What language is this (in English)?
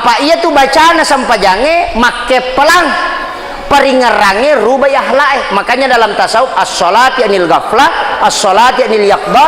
Buginese